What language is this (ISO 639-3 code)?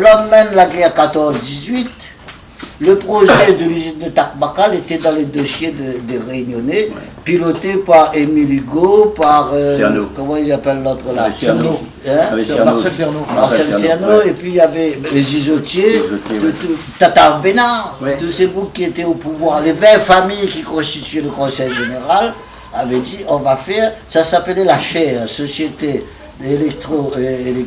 rcf